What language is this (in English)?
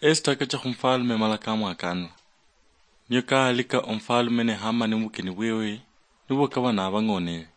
Luyia